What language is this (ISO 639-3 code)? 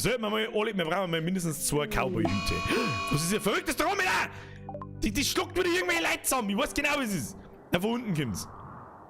bar